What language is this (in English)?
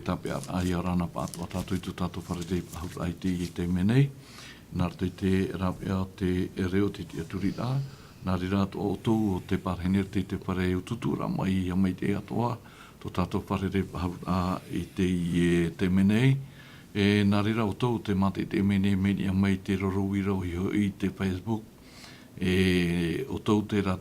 Tahitian